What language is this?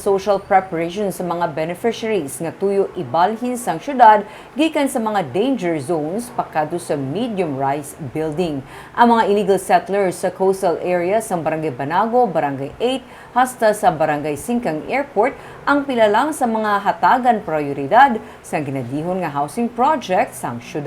Hiligaynon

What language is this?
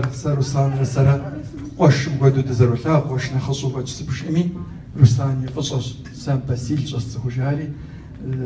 Kabardian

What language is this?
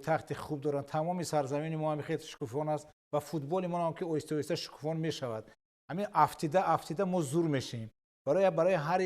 Tajik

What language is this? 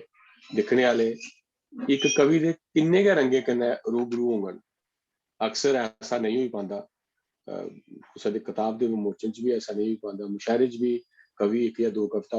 Dogri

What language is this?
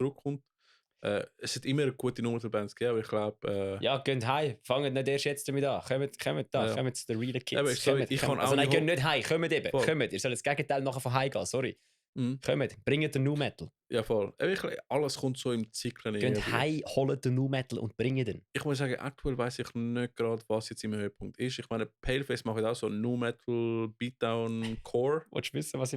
Swiss German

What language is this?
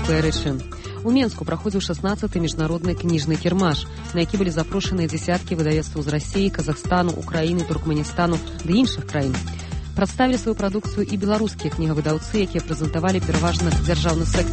Belarusian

